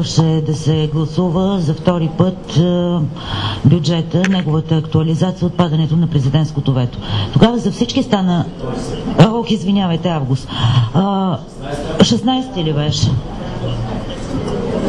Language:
Bulgarian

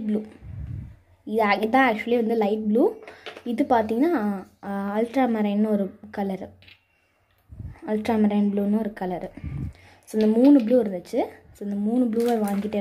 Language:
Tamil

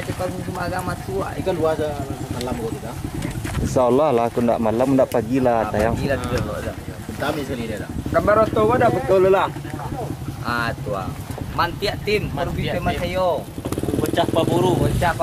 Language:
Minangkabau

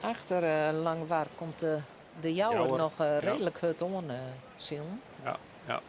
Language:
Western Frisian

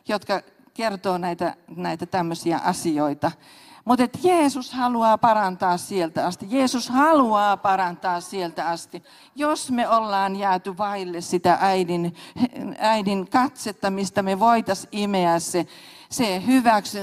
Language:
Finnish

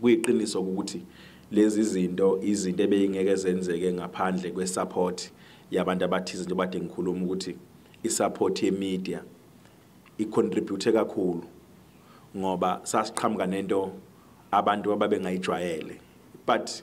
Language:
Zulu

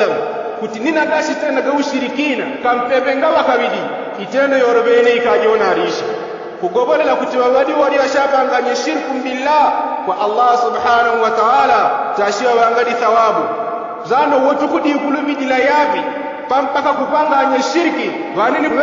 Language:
Yao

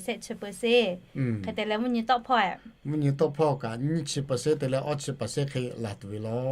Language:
Lahu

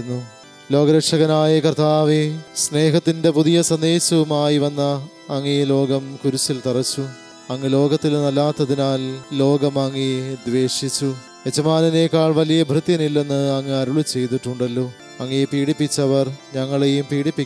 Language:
Malayalam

